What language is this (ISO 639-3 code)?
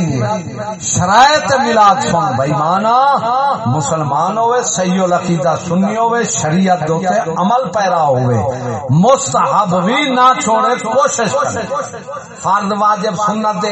skr